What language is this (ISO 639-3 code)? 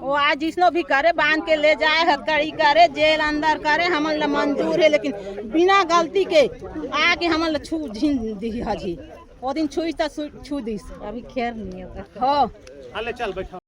hne